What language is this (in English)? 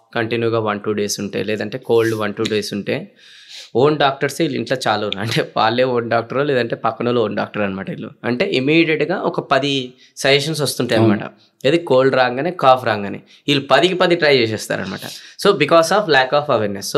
Telugu